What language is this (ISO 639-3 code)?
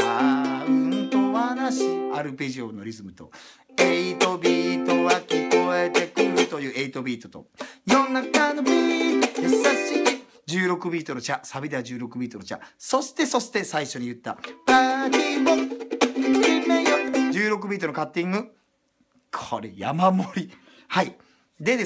jpn